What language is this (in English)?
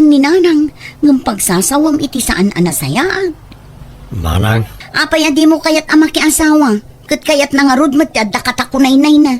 Iloko